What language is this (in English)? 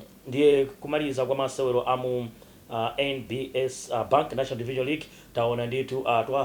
Nyanja